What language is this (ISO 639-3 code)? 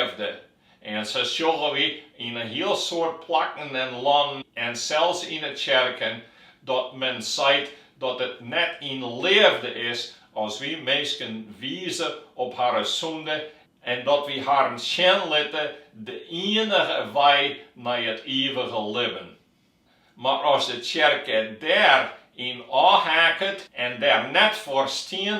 fry